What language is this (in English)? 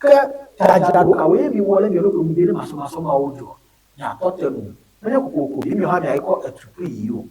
Ewe